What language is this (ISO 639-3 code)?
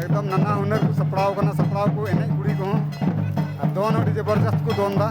sat